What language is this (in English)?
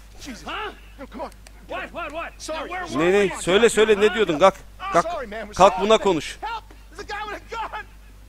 Turkish